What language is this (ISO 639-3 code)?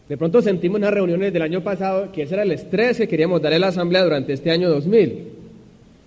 spa